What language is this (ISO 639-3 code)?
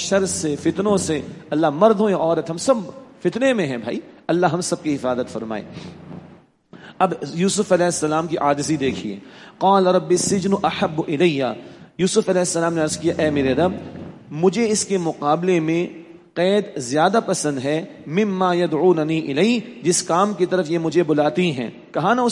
urd